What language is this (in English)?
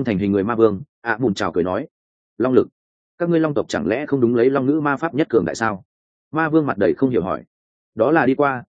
Vietnamese